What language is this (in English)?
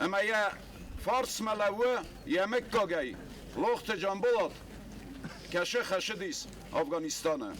Ossetic